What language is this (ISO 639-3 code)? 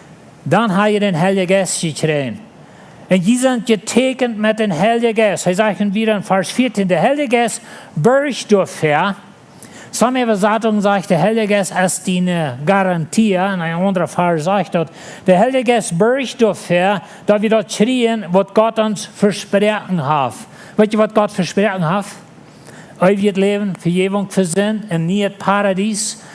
pdt